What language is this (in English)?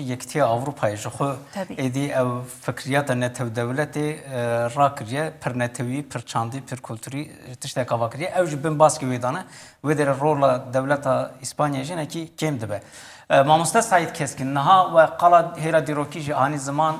Kurdish